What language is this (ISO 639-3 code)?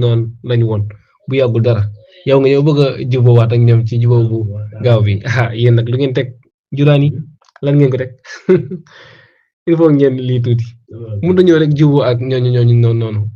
wol